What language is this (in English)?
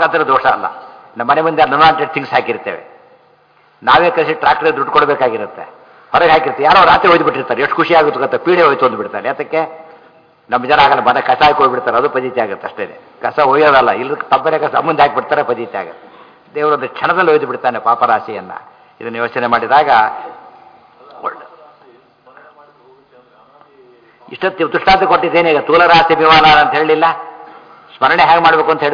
Kannada